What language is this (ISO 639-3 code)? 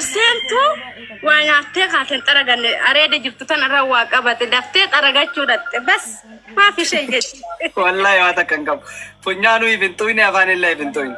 orm